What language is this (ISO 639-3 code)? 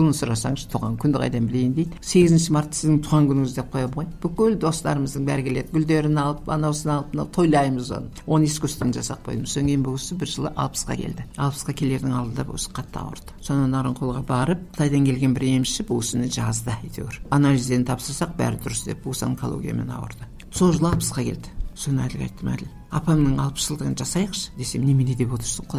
kaz